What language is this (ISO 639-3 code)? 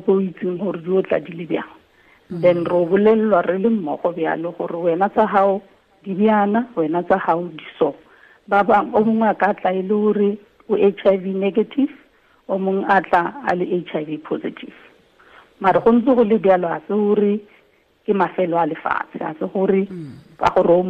tsn